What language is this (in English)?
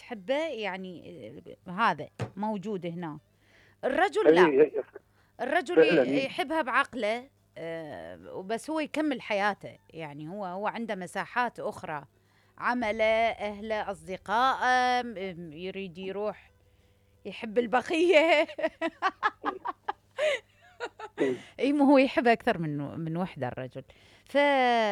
Mesopotamian Arabic